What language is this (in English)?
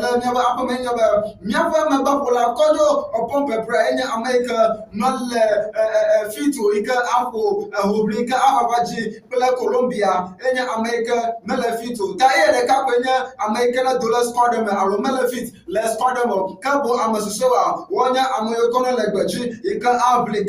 Ewe